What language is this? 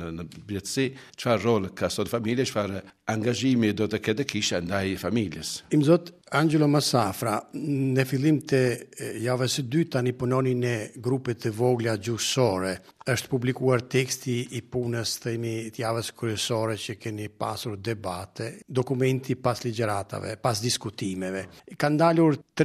Albanian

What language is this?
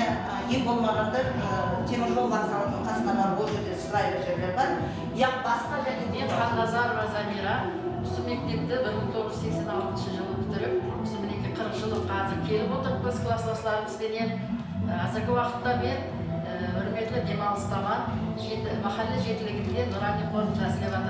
Kara-Kalpak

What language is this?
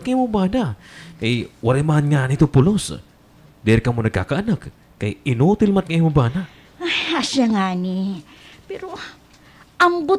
Waray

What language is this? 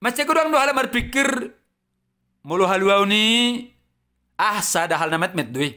Batak Toba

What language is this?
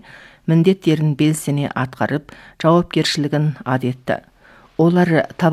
Kazakh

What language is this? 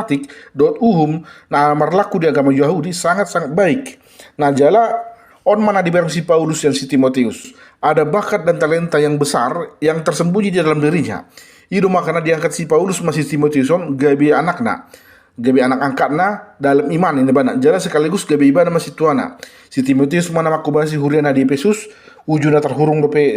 Batak Toba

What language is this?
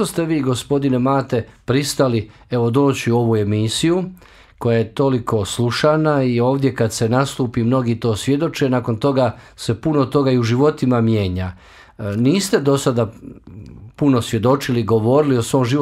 Bosnian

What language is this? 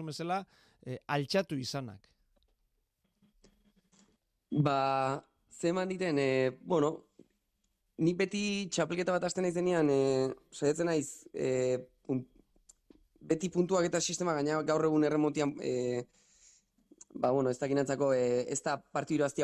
Basque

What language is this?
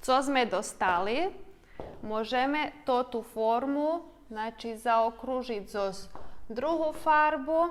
Rusyn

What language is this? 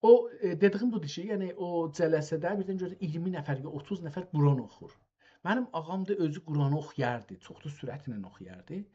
South Azerbaijani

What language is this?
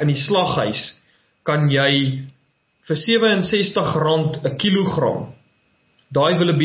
Afrikaans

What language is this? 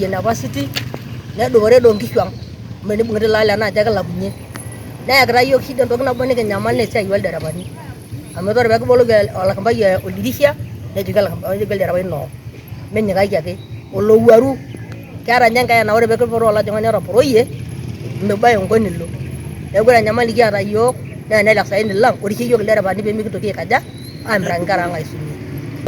Masai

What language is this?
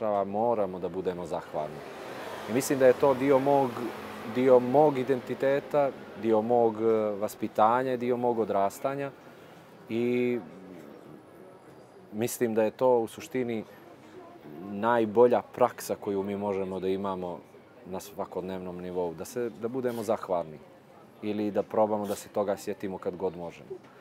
Serbian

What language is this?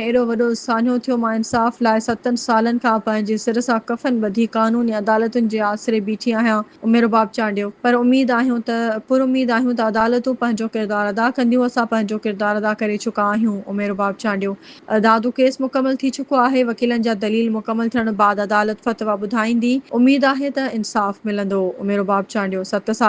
Sindhi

